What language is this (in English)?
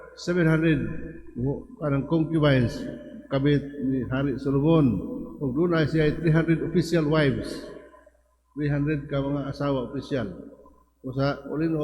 Cebuano